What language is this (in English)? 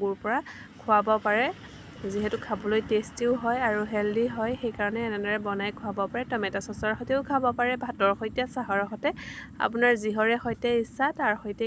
Assamese